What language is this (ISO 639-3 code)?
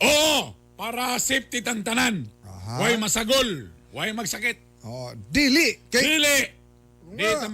ceb